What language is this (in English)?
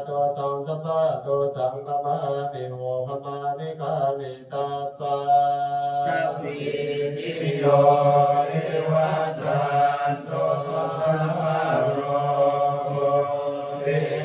Pali